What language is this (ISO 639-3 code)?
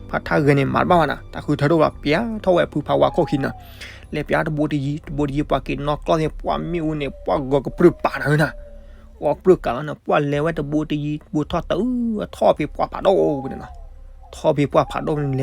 ksw